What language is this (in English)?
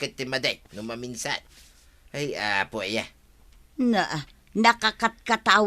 Iloko